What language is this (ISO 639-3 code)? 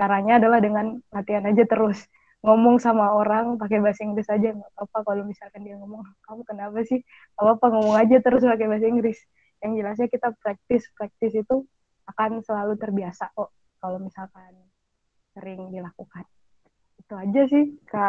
ind